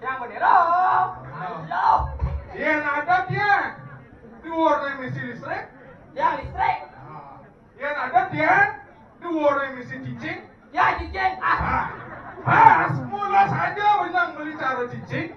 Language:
Balinese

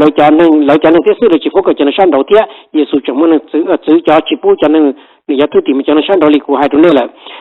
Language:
Hmong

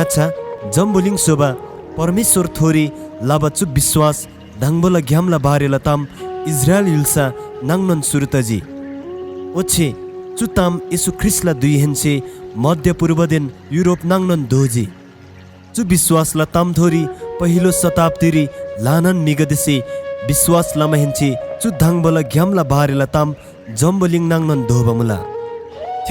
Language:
Eastern Tamang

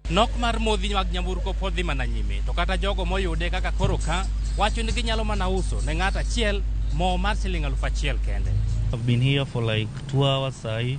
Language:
Luo (Kenya and Tanzania)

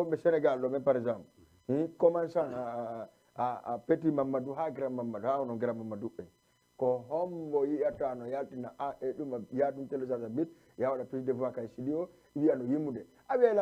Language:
Fula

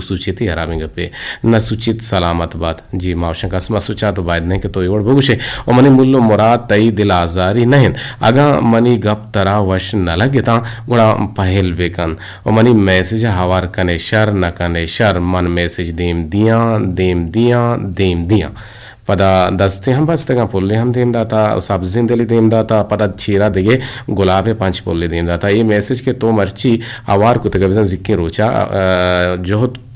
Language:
Eastern Balochi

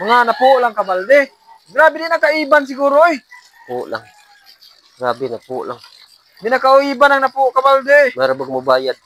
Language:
Cebuano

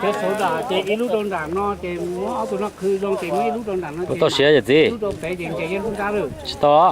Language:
Hmong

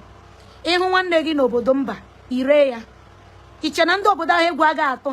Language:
Igbo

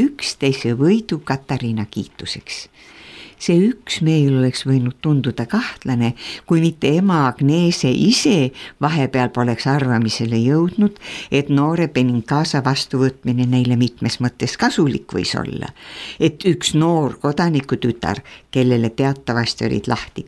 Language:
Estonian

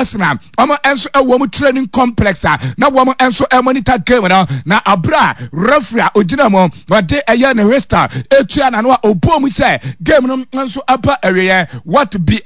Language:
Akan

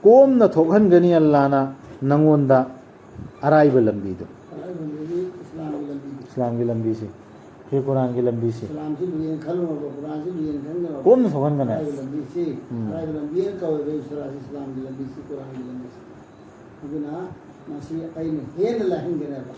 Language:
Manipuri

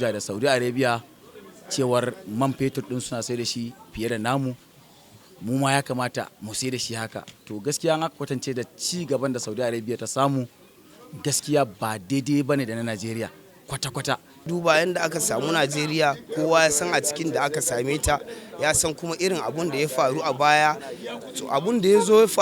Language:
Hausa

